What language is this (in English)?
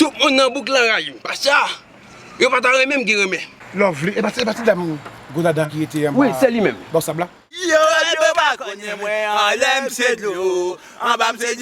Haitian Creole